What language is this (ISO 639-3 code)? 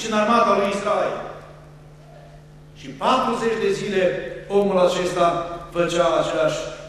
ron